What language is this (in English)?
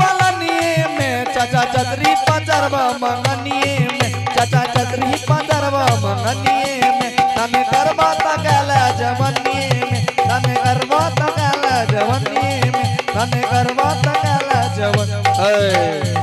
Angika